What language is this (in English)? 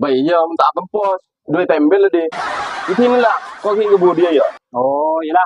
Madurese